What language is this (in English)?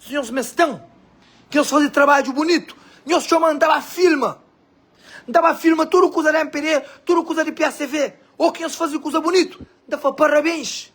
Kabuverdianu